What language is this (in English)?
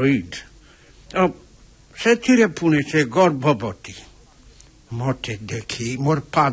Odia